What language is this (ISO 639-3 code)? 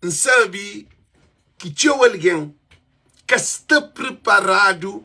kea